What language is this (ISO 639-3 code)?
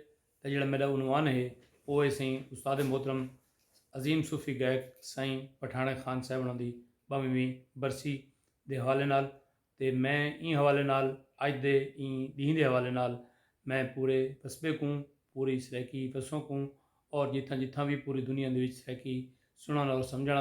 skr